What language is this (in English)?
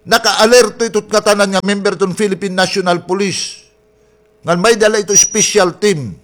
Waray